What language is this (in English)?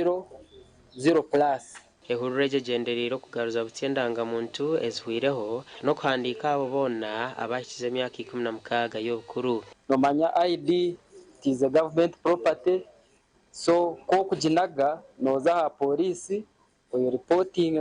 Nyankole